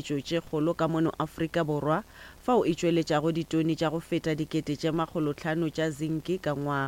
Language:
Northern Sotho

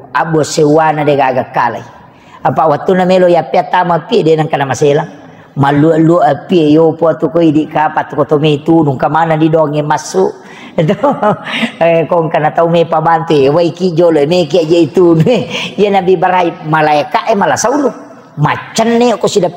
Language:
Buginese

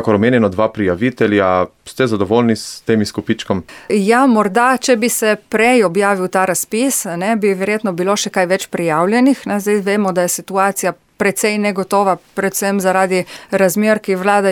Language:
Slovenian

